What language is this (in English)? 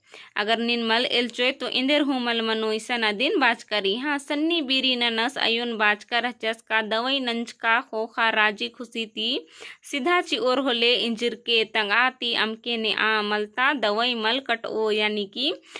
Kurukh